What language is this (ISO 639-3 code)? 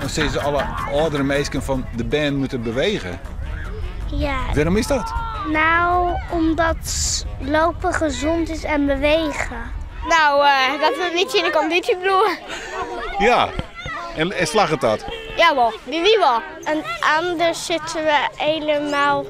fry